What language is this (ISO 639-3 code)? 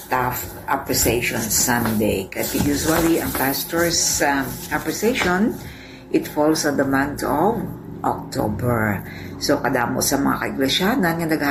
hil